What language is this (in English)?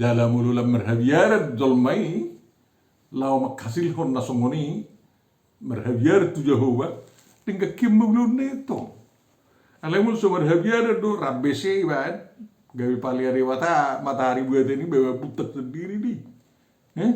Batak Toba